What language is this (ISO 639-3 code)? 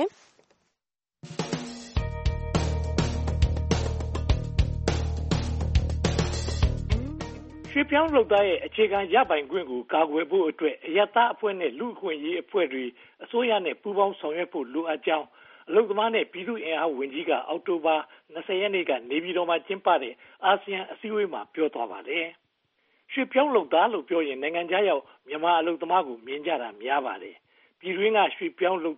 mya